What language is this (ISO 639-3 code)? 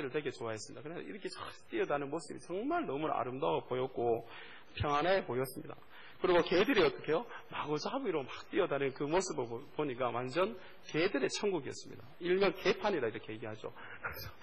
kor